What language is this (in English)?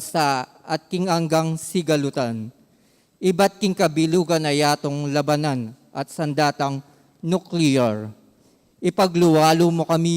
Pampanga